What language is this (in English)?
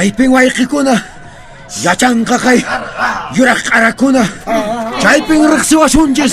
Quechua